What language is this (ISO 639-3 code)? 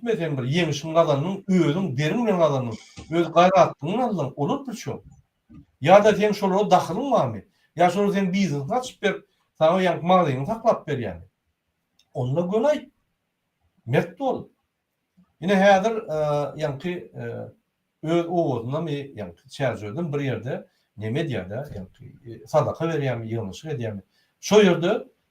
tuk